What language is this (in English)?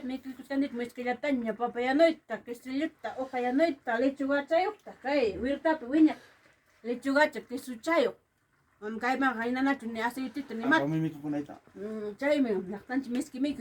Ayacucho Quechua